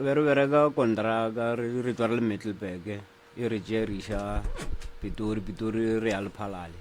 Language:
Northern Sotho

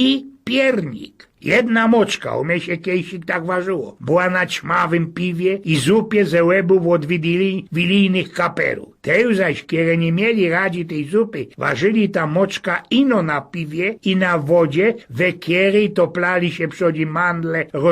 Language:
Silesian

